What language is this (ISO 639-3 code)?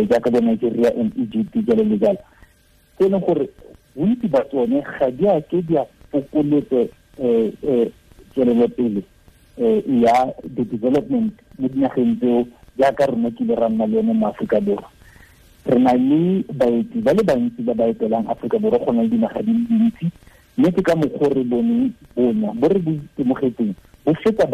tsn